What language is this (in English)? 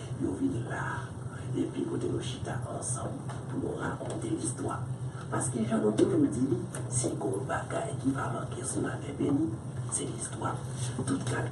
Haitian Creole